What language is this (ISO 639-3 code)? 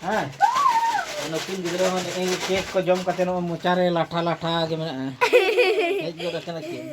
sat